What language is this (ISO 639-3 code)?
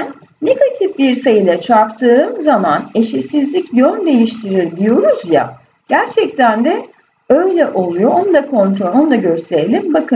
tur